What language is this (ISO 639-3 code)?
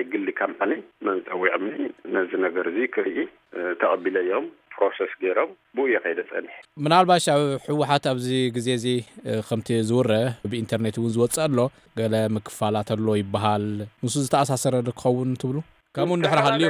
tir